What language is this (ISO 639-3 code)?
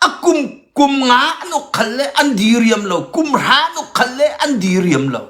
cnh